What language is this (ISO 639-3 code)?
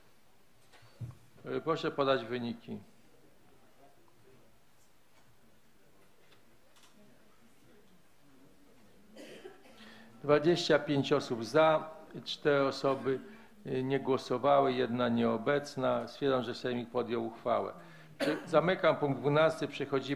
pol